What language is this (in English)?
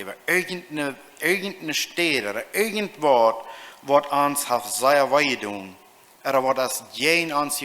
Plautdietsch